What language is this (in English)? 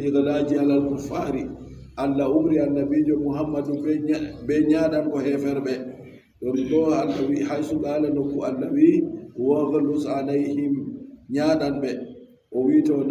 Adamawa Fulfulde